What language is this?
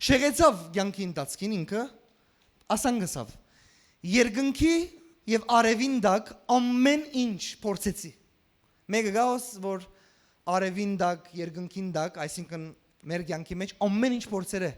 Western Armenian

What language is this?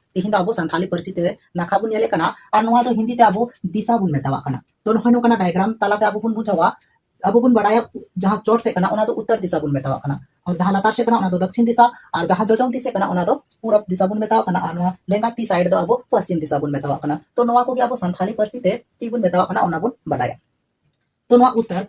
Santali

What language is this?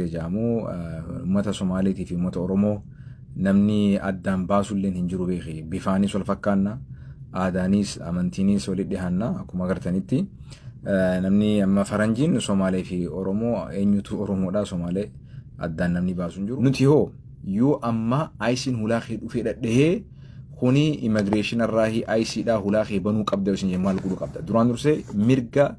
Oromo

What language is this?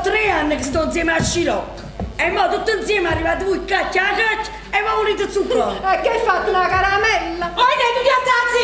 Neapolitan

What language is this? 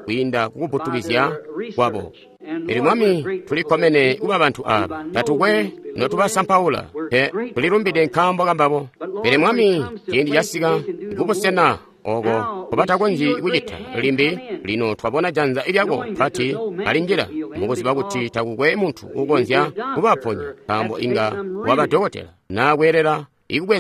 Tonga (Zambia)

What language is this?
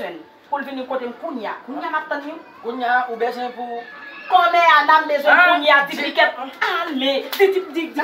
Haitian Creole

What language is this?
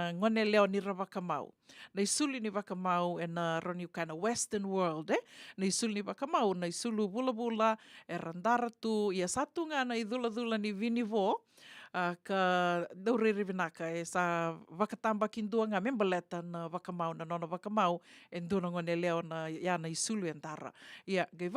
Fijian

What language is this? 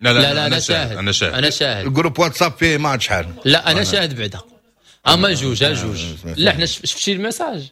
Moroccan Arabic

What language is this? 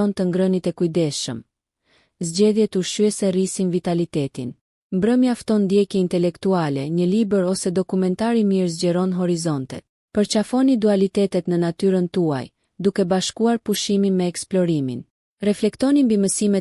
Albanian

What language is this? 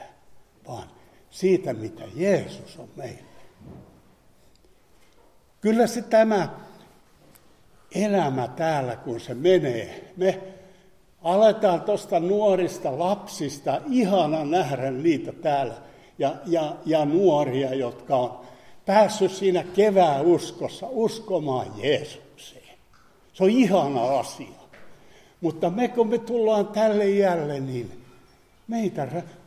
Finnish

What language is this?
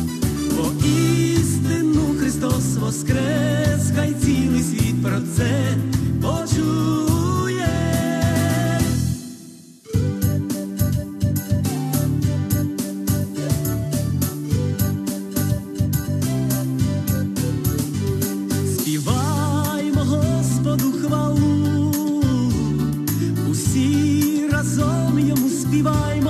Ukrainian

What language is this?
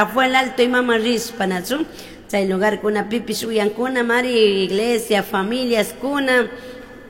Chimborazo Highland Quichua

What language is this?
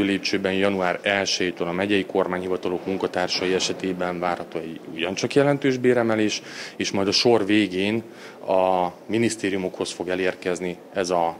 Hungarian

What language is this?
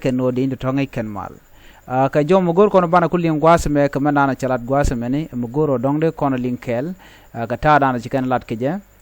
Nuer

